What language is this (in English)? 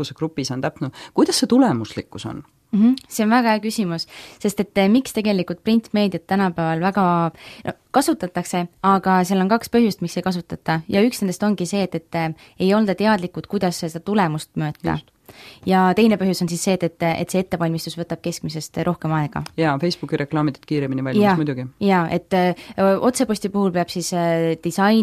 Estonian